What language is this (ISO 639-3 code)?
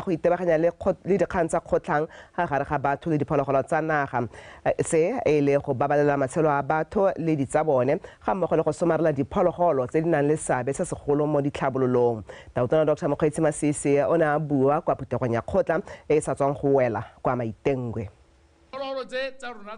tsn